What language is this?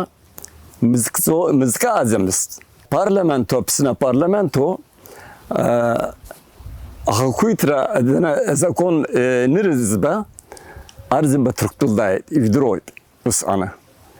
Abkhazian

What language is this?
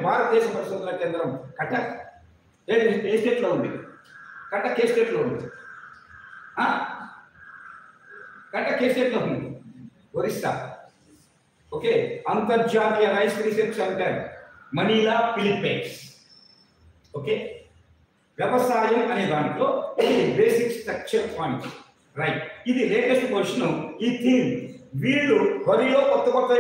Telugu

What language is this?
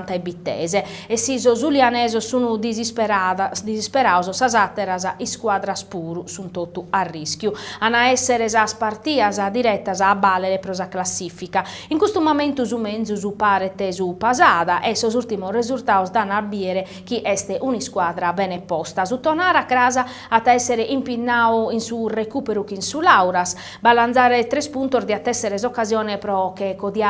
Sardinian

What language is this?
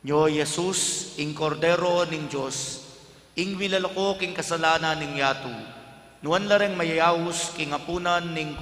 Pampanga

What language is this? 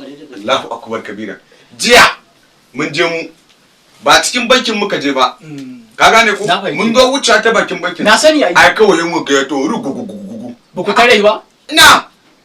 Hausa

